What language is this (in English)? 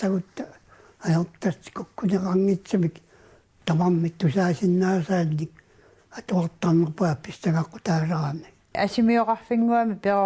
Kalaallisut